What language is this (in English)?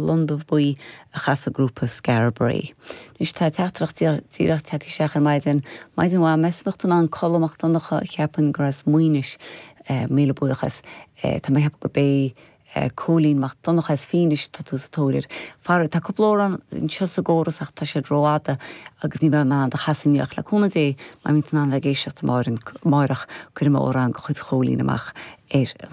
Irish